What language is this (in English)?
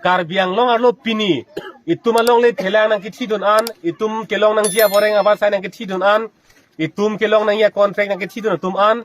Karbi